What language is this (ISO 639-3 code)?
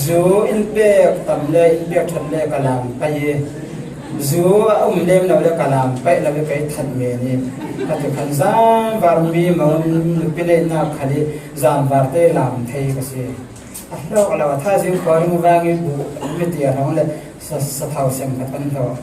cfm